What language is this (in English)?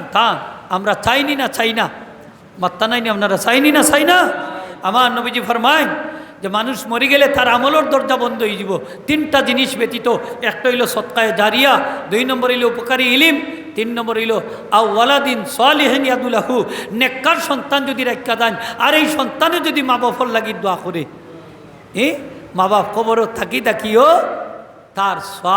Sylheti